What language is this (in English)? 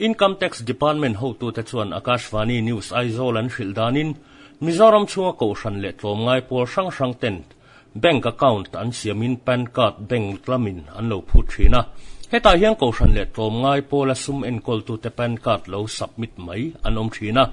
Mizo